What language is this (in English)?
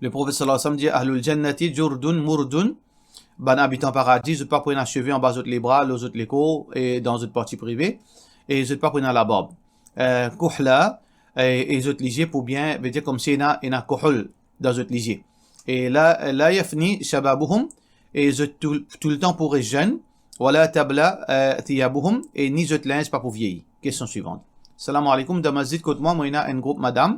Morisyen